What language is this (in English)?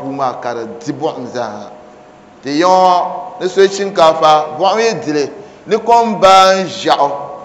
Dagbani